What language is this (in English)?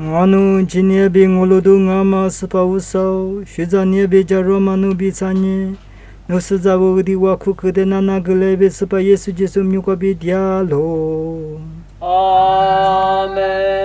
Lisu